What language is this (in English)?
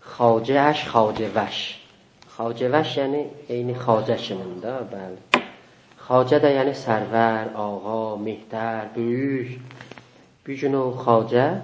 South Azerbaijani